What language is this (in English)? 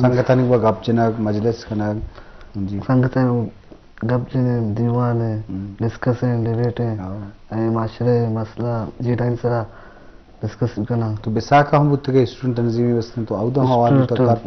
Eastern Balochi